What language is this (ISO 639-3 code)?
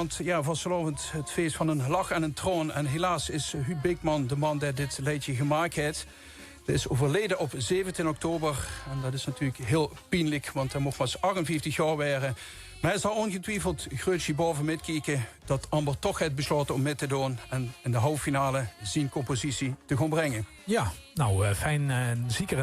lim